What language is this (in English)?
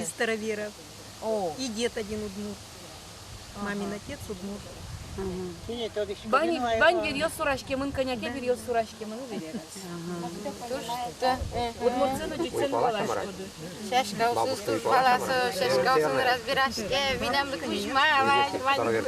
Udmurt